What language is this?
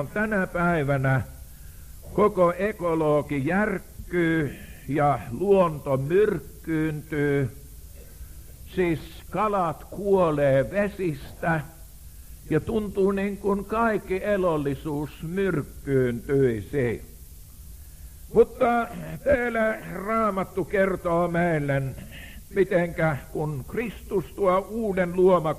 Finnish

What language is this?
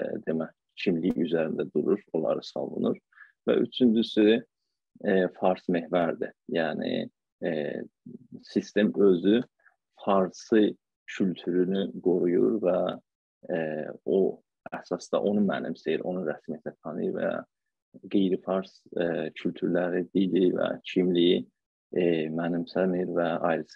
South Azerbaijani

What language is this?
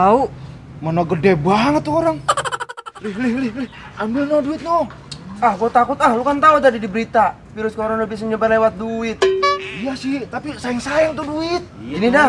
Betawi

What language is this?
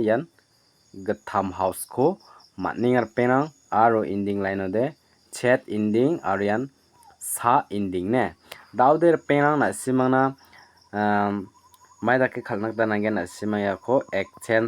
Garo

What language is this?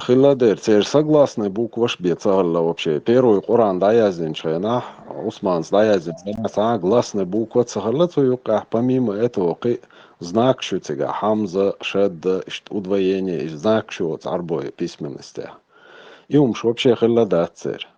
Chechen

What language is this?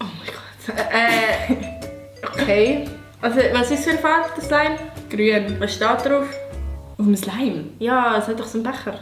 Swiss German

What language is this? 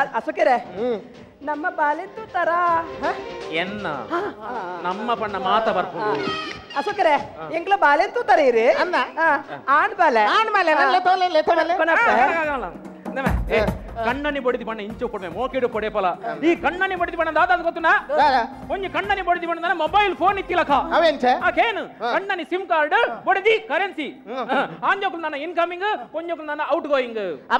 Tulu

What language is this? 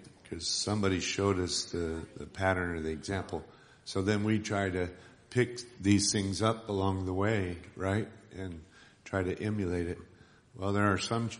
English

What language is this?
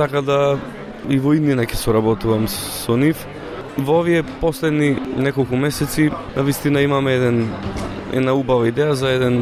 Macedonian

